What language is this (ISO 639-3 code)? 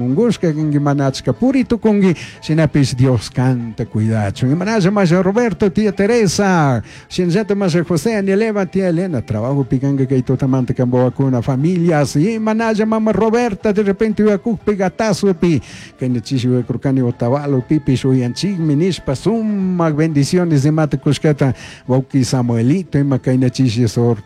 qug